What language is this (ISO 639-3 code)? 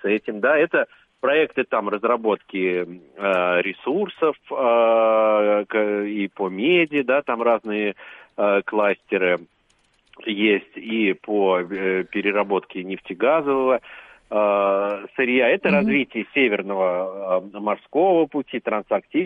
rus